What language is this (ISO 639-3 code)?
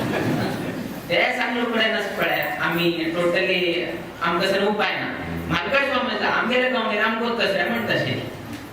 kok